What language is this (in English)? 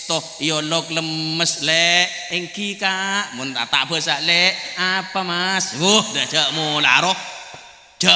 Madurese